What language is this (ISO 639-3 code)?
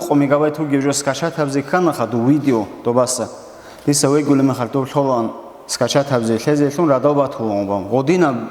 ava